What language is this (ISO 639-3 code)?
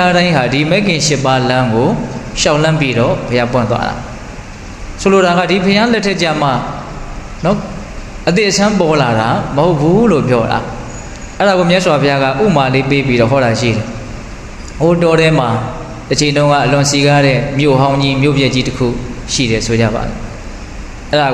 mya